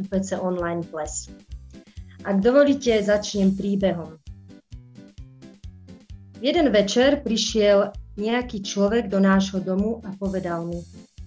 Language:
Slovak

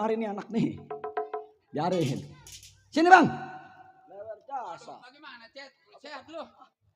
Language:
Betawi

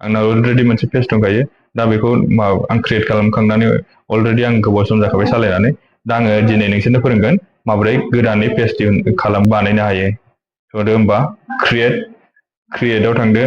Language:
Bodo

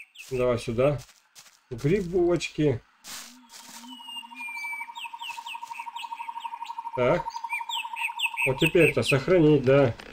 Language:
Russian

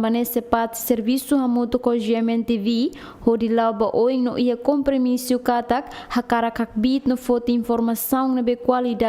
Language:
Tetum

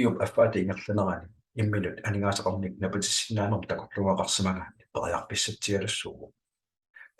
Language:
Kalaallisut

